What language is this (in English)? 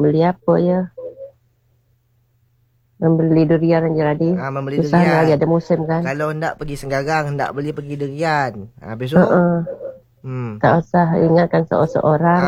Malay